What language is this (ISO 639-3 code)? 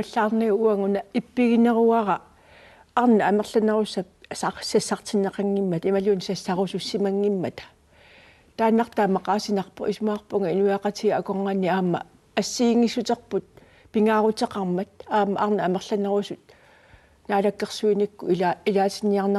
kal